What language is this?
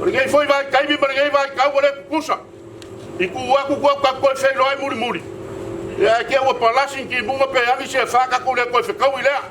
Samoan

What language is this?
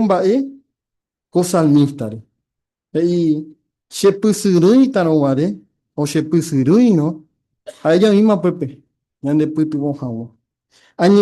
Guarani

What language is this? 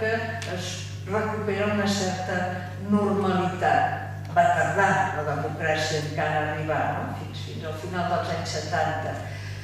Catalan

